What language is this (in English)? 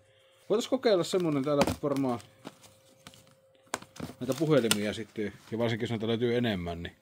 Finnish